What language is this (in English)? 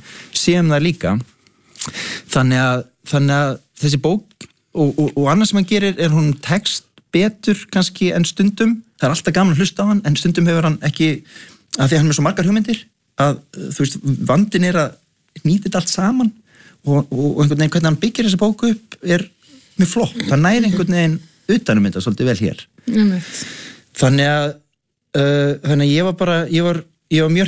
Icelandic